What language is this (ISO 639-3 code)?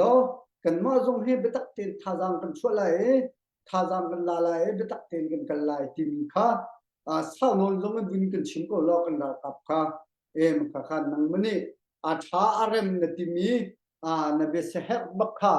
cnh